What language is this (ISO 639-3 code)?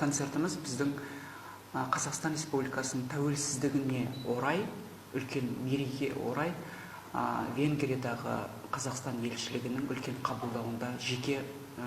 kaz